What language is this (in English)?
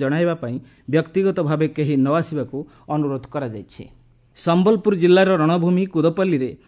Odia